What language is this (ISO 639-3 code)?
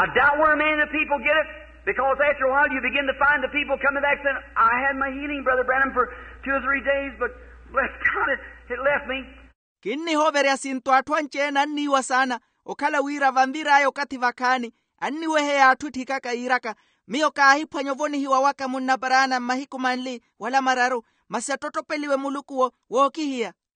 vmw